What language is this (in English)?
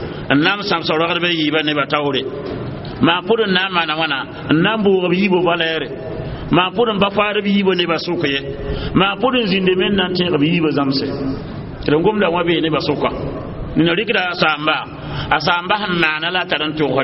Mossi